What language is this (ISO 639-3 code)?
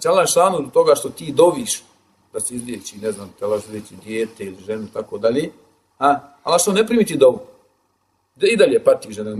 bos